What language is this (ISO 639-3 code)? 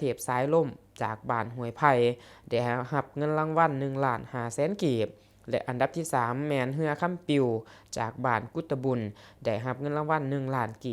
lao